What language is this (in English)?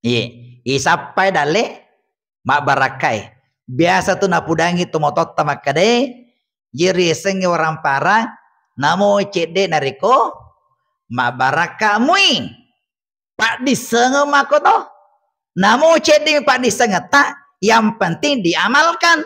Buginese